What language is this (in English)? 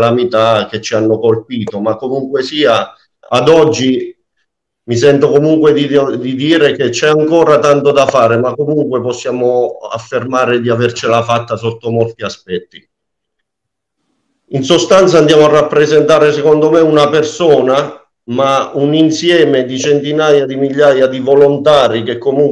Italian